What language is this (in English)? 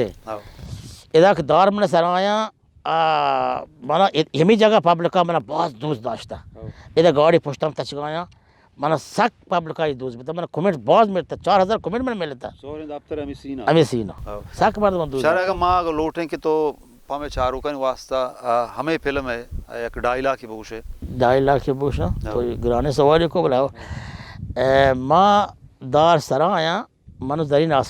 Baluchi